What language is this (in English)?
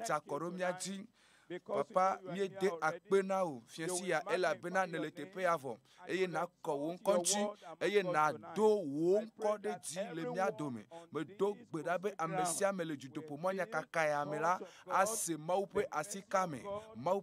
Ewe